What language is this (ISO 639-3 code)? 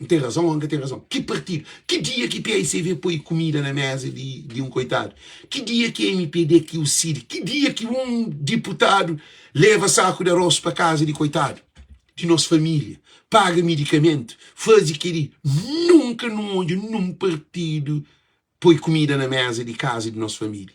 kea